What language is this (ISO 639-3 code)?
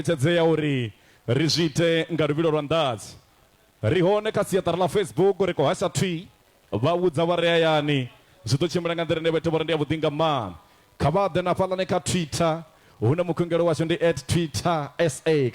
ven